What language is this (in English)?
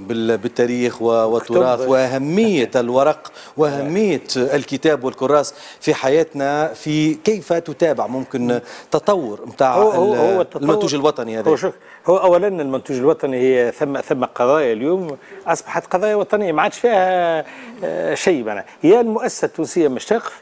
Tunisian Arabic